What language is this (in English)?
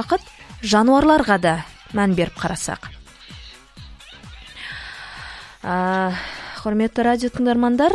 Kazakh